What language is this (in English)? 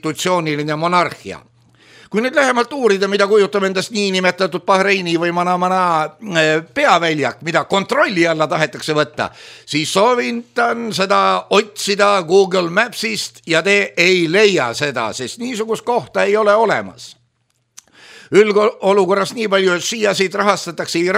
Estonian